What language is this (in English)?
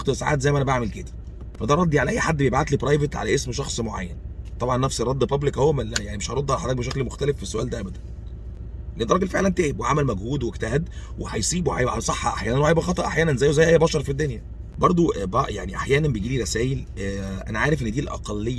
Egyptian Arabic